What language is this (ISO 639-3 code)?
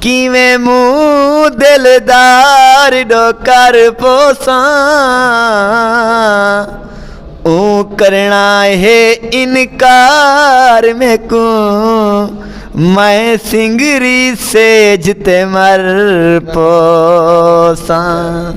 skr